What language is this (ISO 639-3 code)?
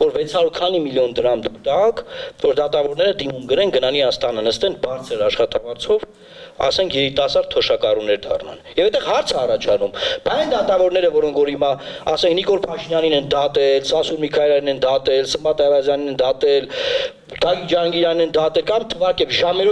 hye